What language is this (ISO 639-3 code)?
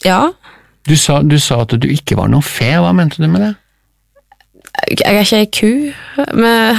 nor